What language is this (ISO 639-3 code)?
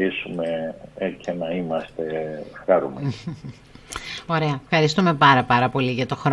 ell